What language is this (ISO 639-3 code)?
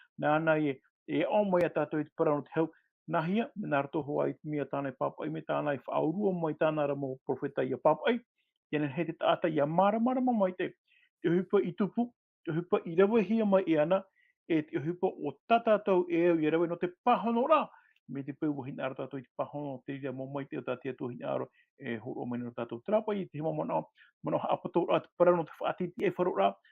tah